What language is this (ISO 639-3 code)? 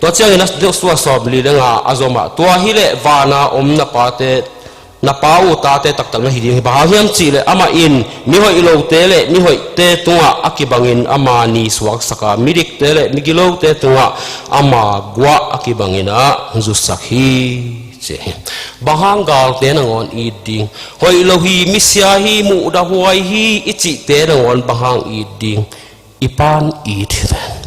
ctd